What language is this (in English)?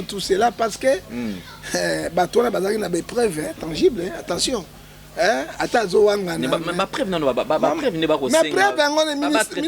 Lingala